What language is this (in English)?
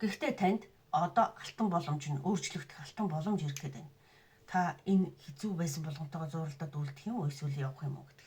Mongolian